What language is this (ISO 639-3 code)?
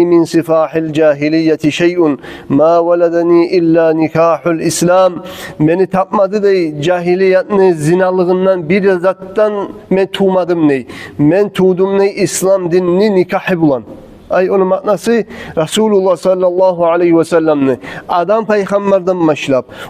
kum